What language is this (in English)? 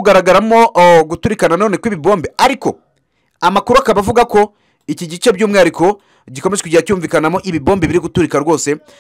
Kinyarwanda